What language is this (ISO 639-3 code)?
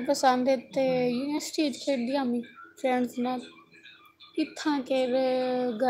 skr